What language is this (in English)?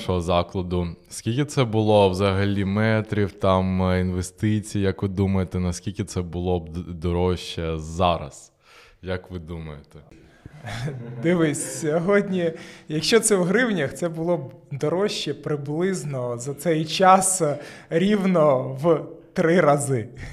Ukrainian